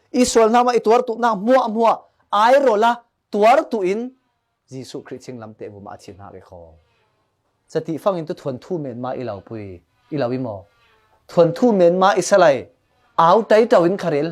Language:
Falam Chin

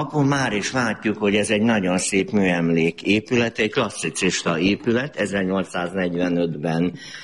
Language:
Hungarian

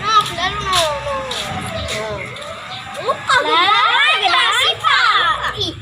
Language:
Betawi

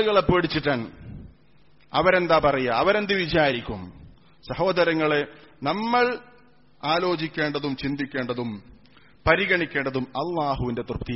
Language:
Malayalam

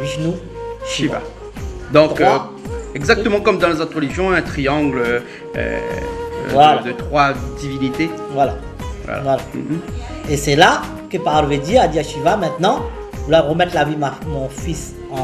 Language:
Réunion Creole French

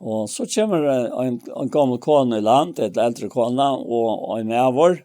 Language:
Faroese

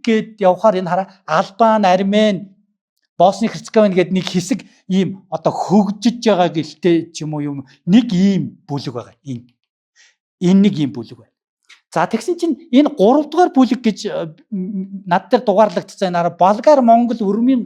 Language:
Mongolian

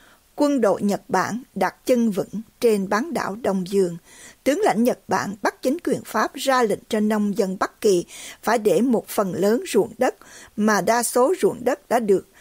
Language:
Vietnamese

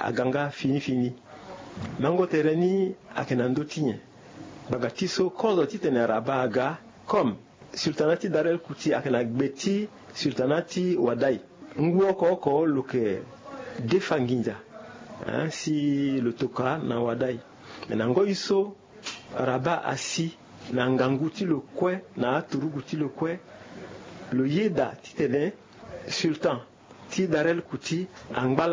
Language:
Sango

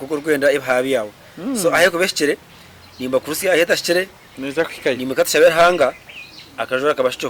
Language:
Nyankole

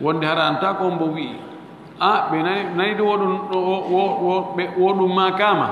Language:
Fula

